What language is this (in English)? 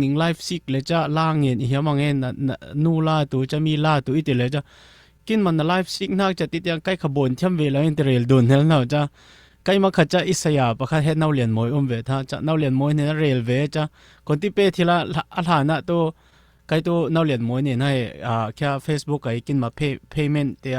Falam Chin